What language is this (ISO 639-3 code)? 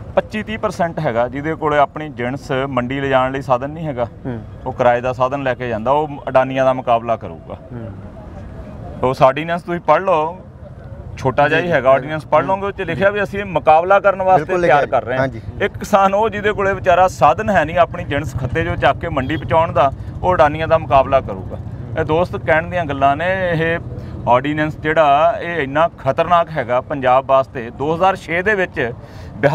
pan